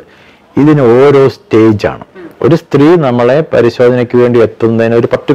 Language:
Malayalam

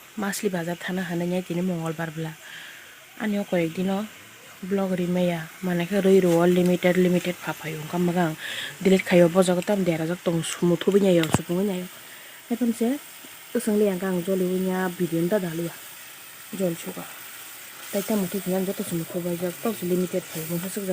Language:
Kok Borok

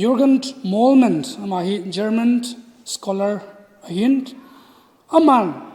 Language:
Thado Chin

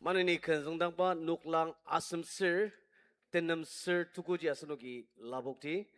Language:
Ao Naga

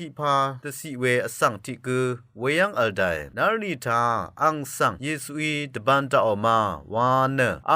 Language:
Rawang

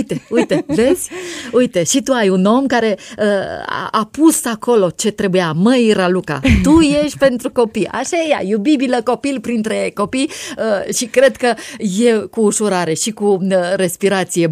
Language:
Romanian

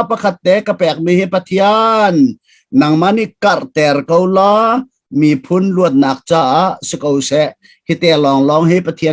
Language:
Hakha Chin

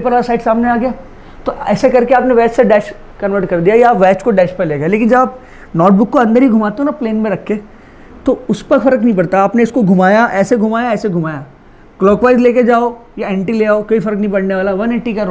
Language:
Hindi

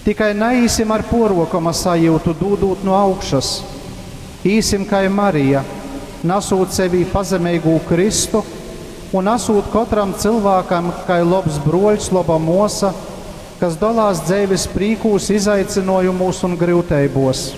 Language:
Latgalian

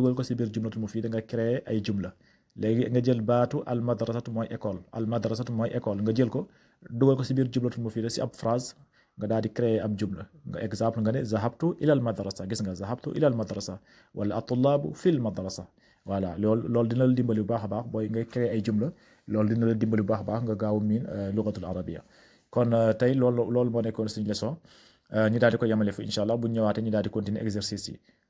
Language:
Wolof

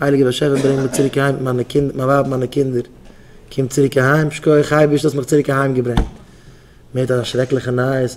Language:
Yiddish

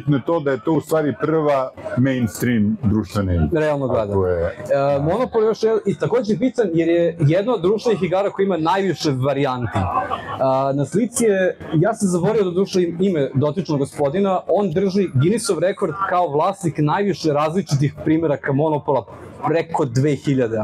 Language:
Serbian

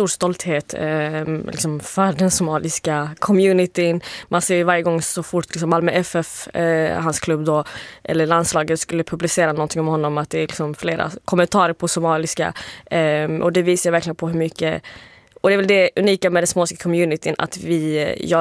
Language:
Swedish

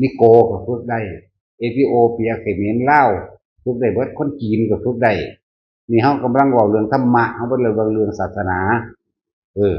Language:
Northeastern Thai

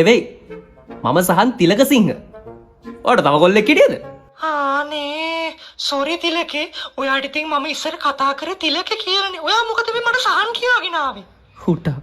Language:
Sinhala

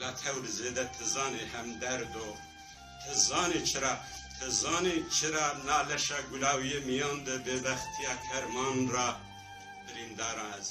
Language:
Zaza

